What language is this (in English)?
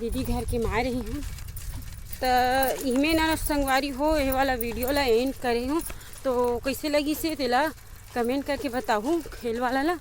Chhattisgarhi